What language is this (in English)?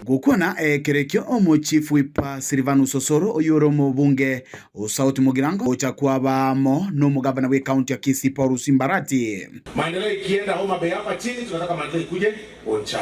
Gusii